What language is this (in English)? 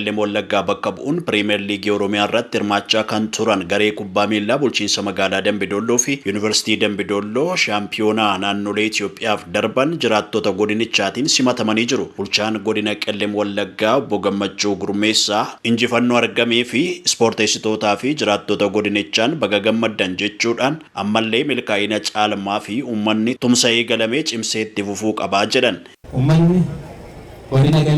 Oromo